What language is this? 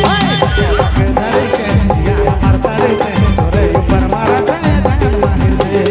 Sadri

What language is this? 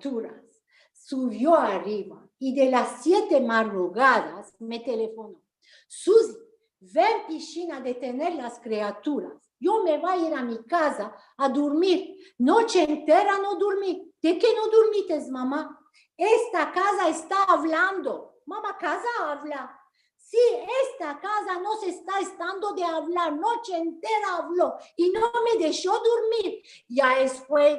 Ladino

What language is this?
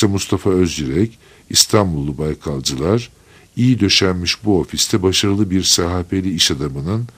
Turkish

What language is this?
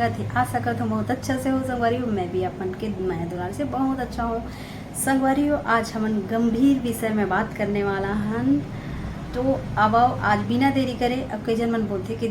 Chhattisgarhi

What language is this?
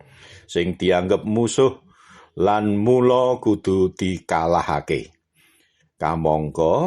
Javanese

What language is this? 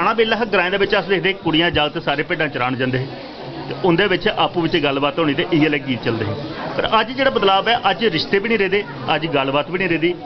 Dogri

